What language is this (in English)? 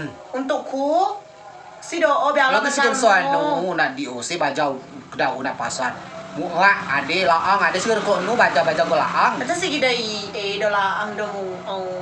Rejang